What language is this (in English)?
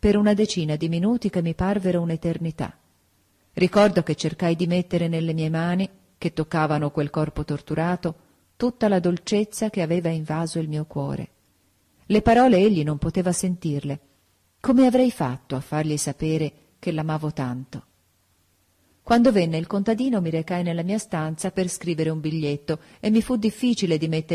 Italian